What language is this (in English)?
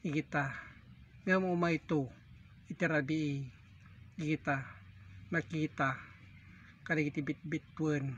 Iloko